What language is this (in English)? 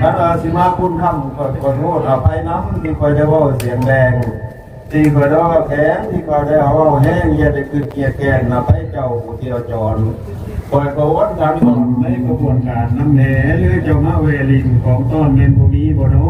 Northeastern Thai